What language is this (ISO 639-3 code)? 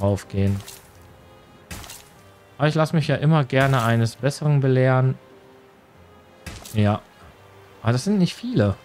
deu